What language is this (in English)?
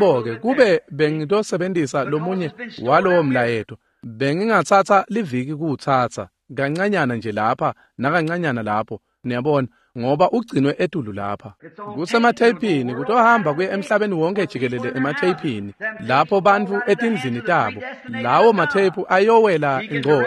Swati